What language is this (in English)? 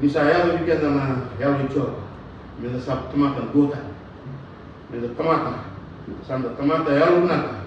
Fijian